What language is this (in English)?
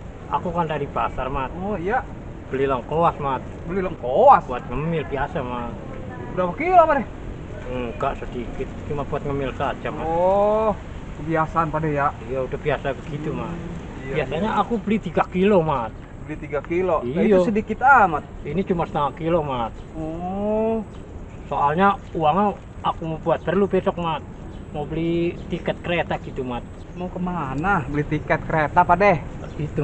Betawi